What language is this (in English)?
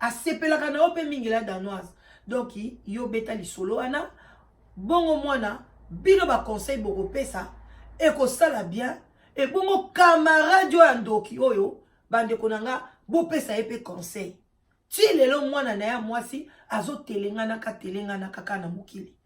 Lingala